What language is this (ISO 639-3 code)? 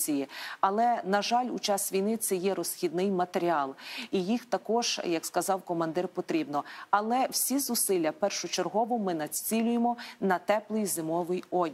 ukr